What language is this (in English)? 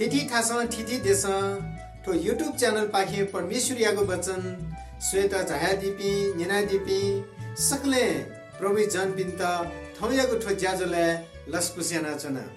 Newari